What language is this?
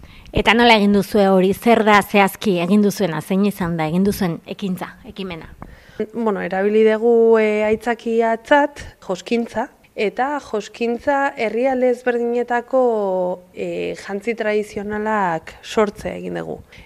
Basque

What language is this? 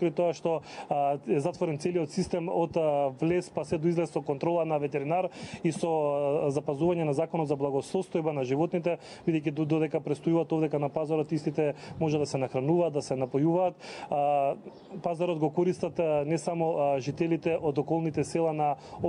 Macedonian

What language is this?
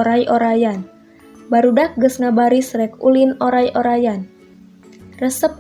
Sundanese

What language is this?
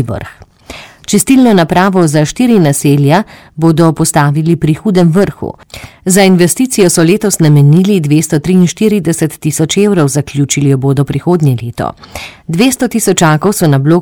Slovenian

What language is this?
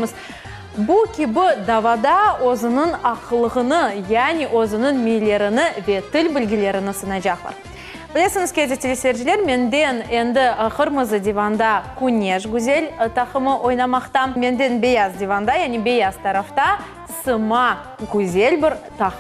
Crimean Tatar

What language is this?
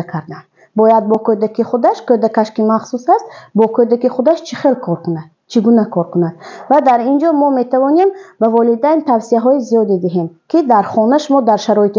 Tajik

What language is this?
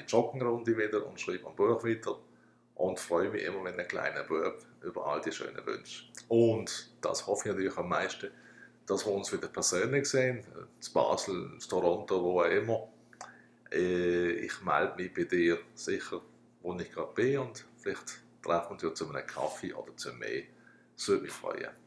Swiss German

